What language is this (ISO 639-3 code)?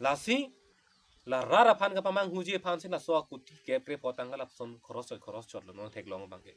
mjw